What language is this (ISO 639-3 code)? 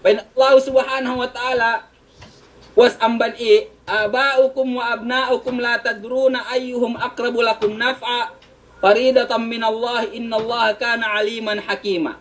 yka